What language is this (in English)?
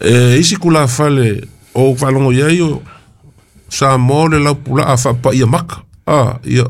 Samoan